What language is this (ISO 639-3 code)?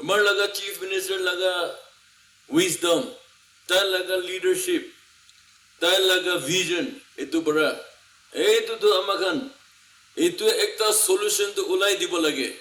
nag